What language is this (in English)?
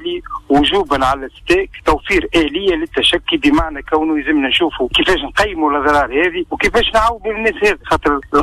Tunisian Arabic